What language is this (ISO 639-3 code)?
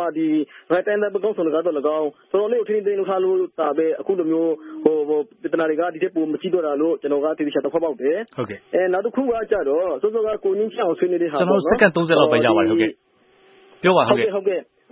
mya